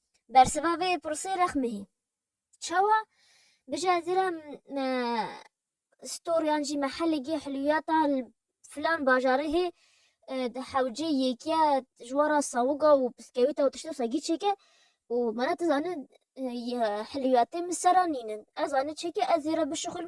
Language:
Kurdish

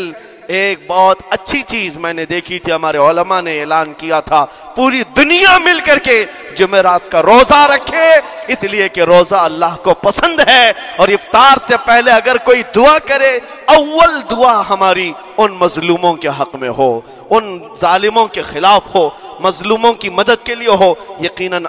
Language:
Urdu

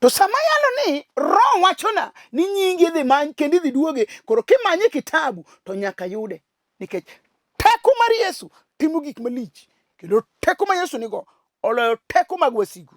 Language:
Luo (Kenya and Tanzania)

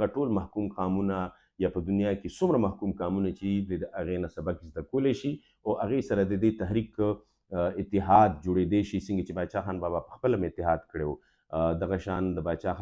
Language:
Pashto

